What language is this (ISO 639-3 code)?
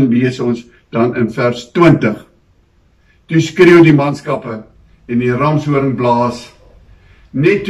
afr